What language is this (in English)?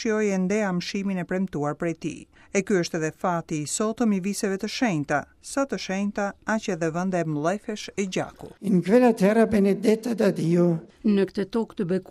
Albanian